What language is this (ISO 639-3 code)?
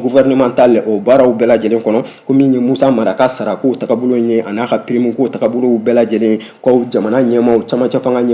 bam